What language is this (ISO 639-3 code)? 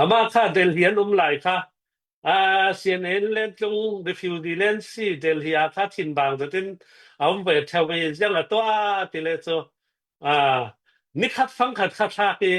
cnh